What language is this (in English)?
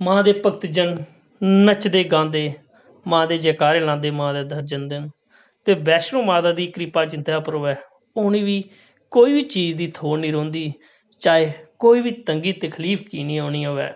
Dogri